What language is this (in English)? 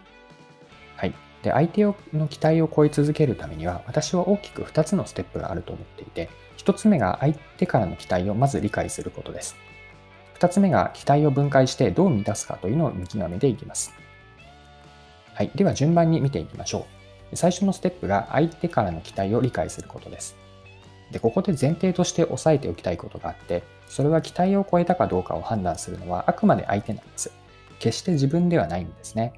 Japanese